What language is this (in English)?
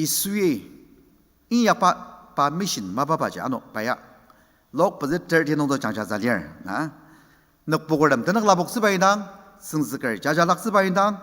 Ao Naga